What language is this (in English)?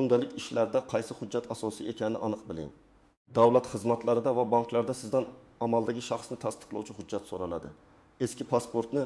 Uzbek